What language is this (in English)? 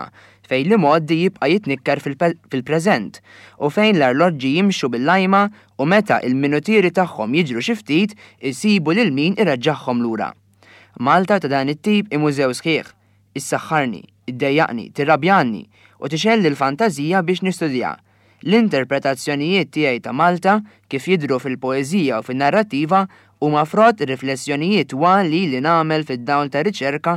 Maltese